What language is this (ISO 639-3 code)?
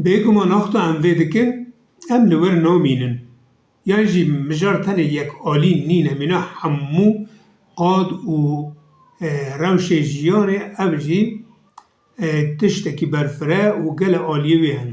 kur